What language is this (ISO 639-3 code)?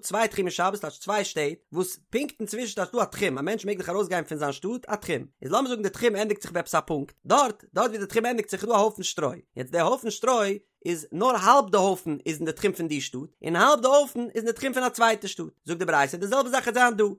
yid